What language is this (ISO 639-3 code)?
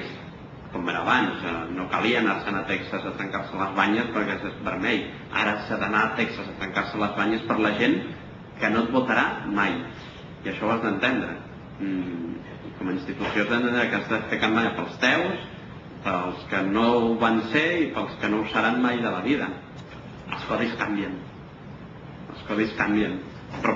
cat